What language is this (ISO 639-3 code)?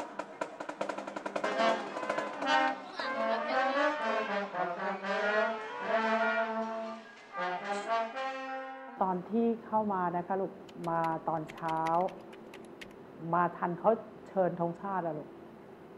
tha